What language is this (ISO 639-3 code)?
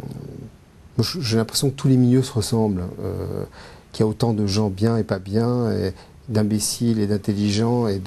fra